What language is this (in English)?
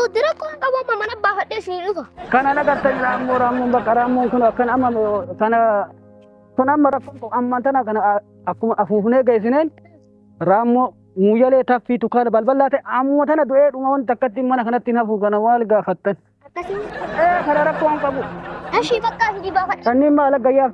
Oromo